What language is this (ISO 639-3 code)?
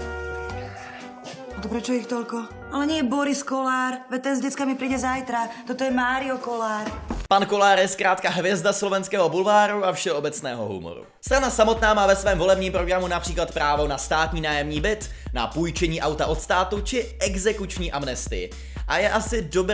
ces